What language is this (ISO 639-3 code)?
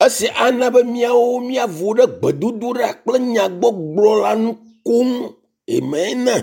ewe